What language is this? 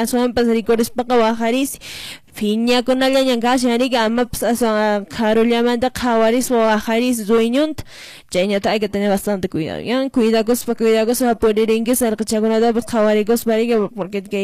Quechua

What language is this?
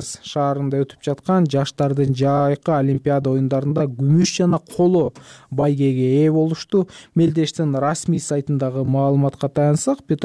Kyrgyz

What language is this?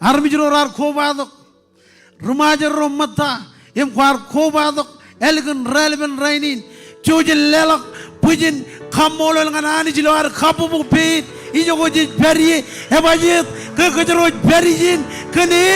Marshallese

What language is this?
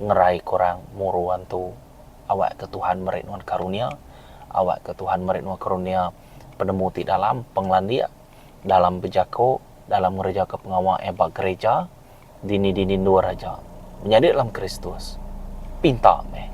Iban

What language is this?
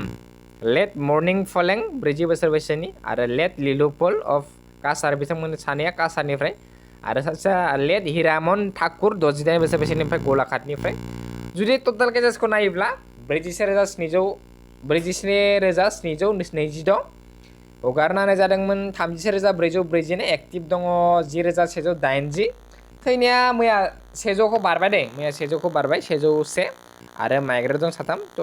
Bodo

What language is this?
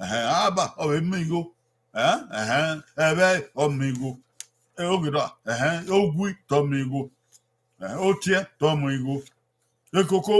Bini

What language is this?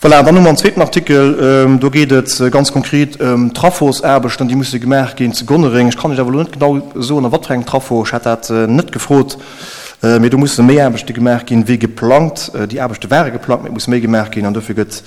Luxembourgish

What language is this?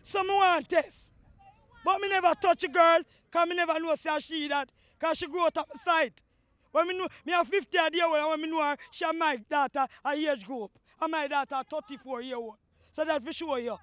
Jamaican Creole English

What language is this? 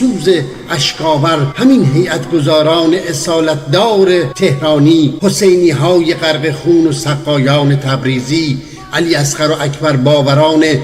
Tajik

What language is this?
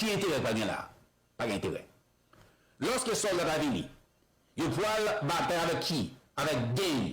Haitian Creole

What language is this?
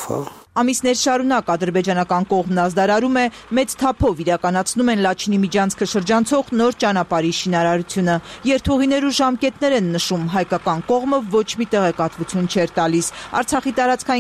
Armenian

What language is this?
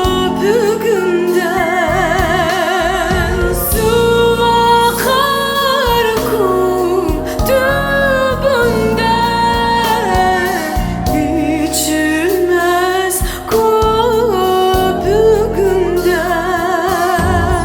Crimean Tatar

